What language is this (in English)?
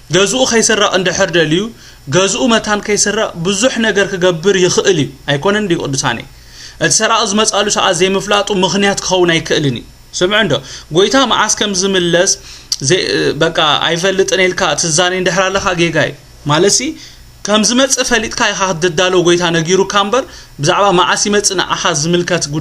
Tigrinya